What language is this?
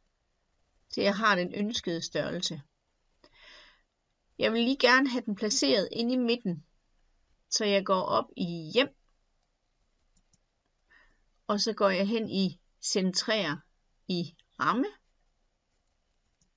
Danish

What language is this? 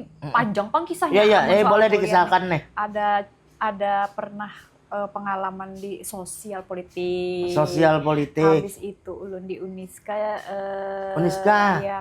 Banjar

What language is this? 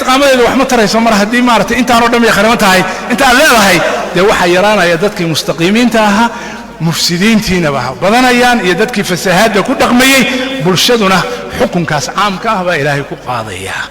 Somali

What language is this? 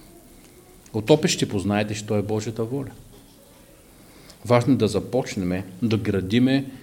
Bulgarian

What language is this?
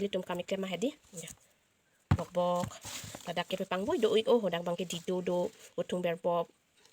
Karbi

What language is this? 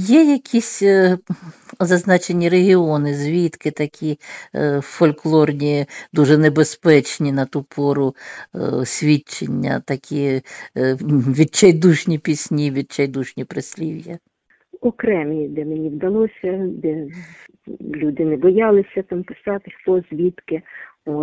Ukrainian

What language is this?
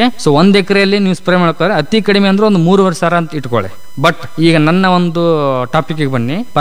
Kannada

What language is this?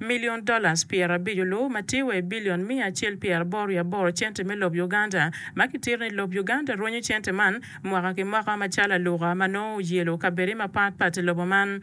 Acoli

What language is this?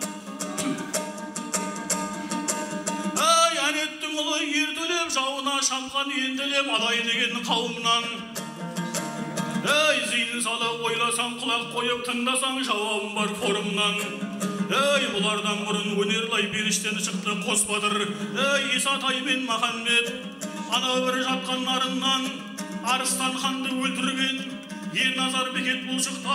Kazakh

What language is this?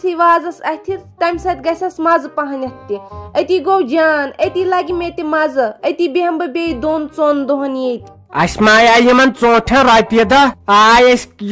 Kashmiri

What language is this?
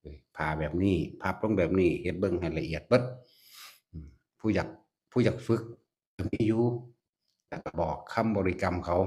Northeastern Thai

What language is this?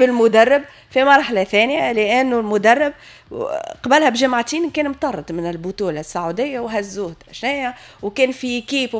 Tunisian Arabic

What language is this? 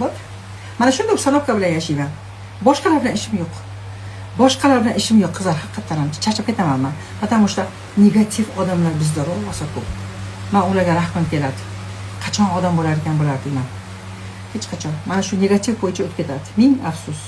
Uzbek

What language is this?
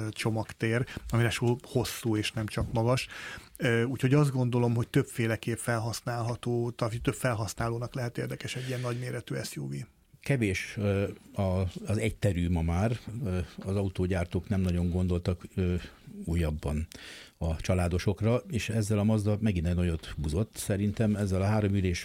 Hungarian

